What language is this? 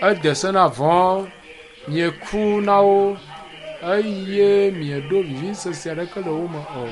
Ewe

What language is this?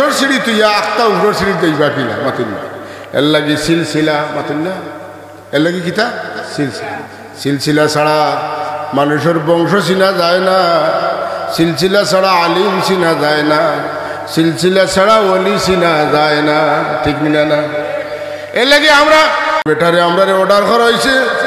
Sylheti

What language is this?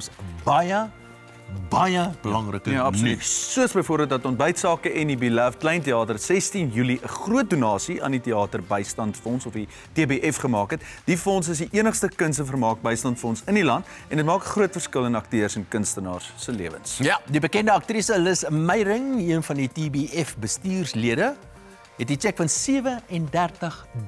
Afrikaans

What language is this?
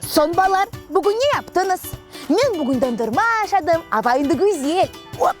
Crimean Tatar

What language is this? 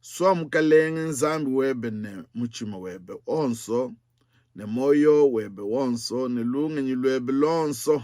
Luba-Lulua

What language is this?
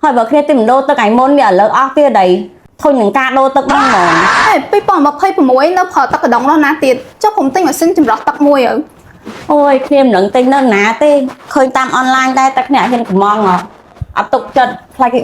Khmer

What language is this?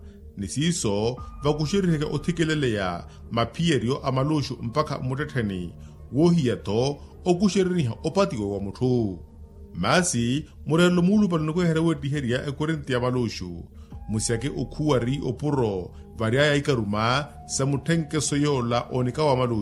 Makhuwa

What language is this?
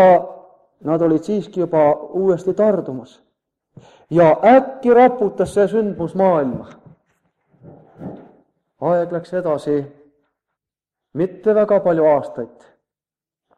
Estonian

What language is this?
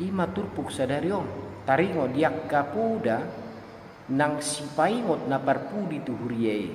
Batak Toba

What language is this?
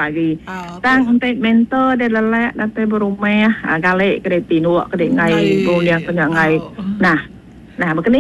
Iban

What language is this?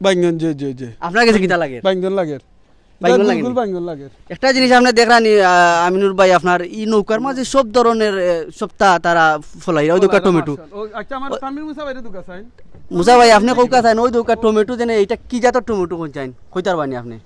Sylheti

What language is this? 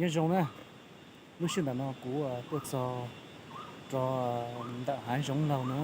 Hmong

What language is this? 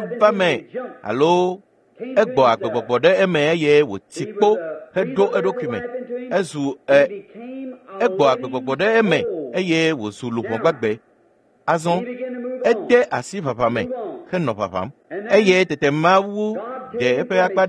Ewe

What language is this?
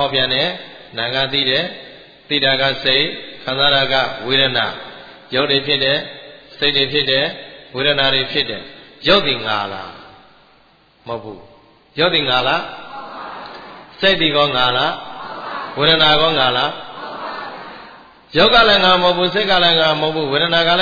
Burmese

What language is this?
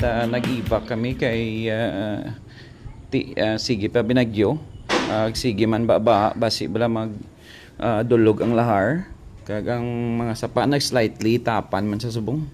Hiligaynon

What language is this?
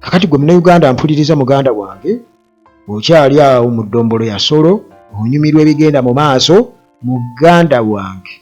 Ganda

